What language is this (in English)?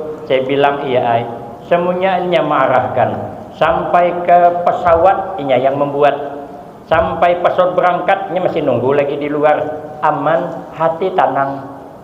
Banjar